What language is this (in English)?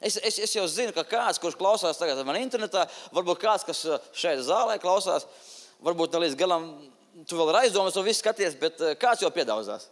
Latvian